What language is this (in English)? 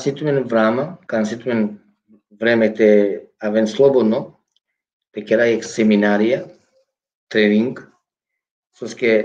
Balkan Romani